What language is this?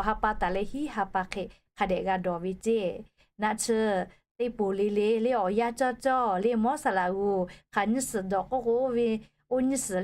Lahu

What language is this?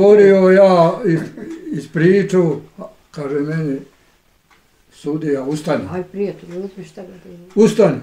Bosnian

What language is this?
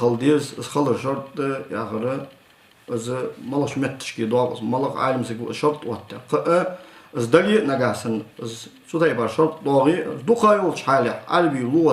Ingush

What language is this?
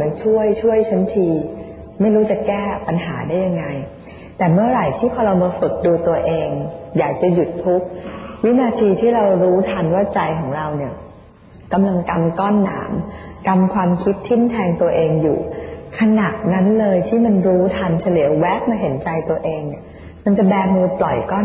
Thai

